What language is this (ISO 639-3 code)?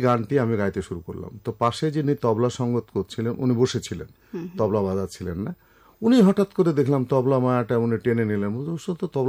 ben